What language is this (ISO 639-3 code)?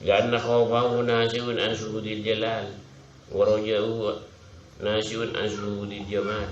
mad